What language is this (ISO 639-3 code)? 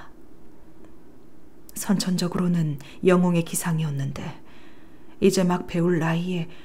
kor